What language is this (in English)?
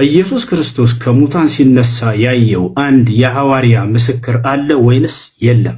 Amharic